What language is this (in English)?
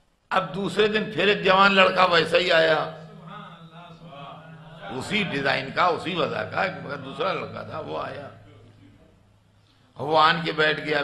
Urdu